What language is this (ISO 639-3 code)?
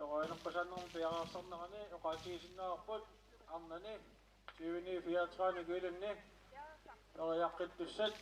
kal